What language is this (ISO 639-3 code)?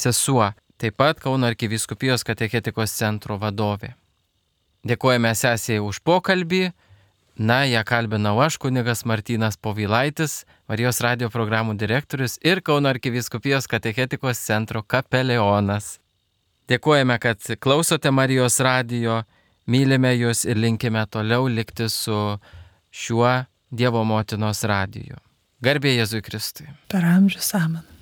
lit